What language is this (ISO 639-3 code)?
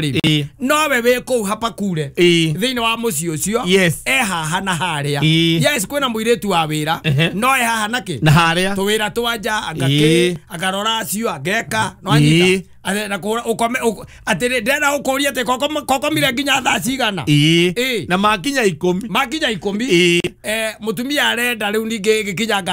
kik